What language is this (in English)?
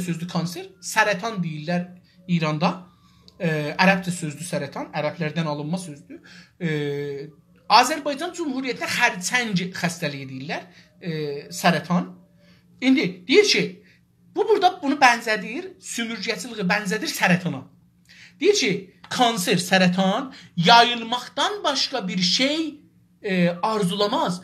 South Azerbaijani